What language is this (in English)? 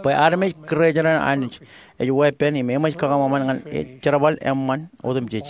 Marshallese